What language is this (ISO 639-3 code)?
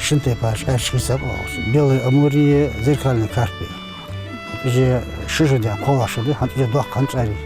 inh